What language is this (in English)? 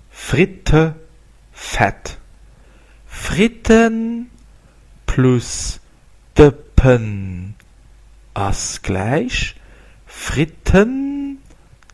Luxembourgish